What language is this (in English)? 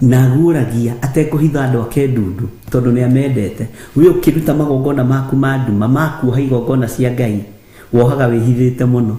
Kikuyu